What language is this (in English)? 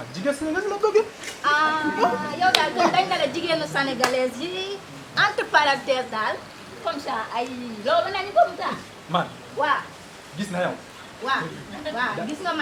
Wolof